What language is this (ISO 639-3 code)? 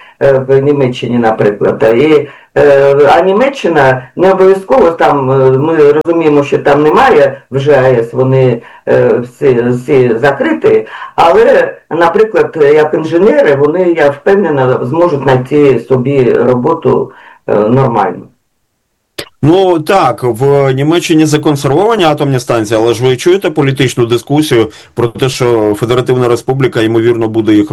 ukr